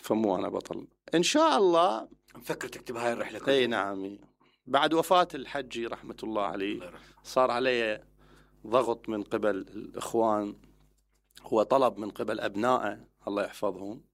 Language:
Mesopotamian Arabic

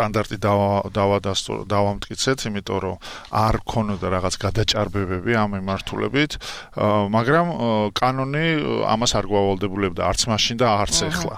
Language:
Georgian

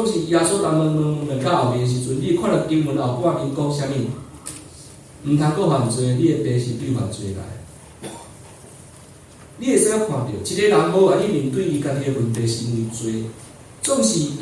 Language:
Min Nan Chinese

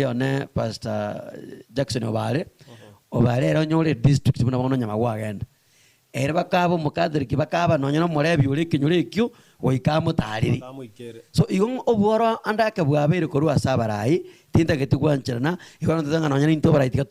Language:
Gusii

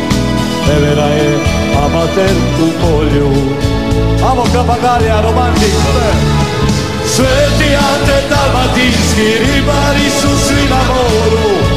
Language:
Croatian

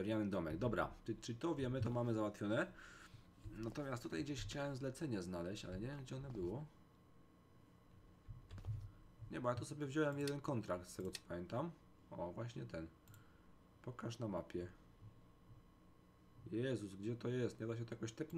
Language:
Polish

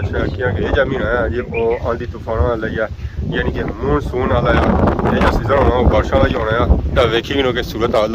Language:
Pahari-Potwari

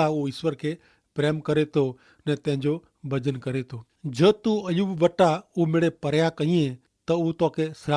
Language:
Kachhi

